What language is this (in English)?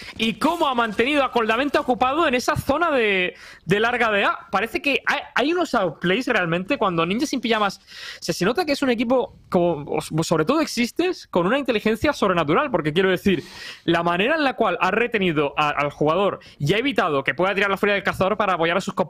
Spanish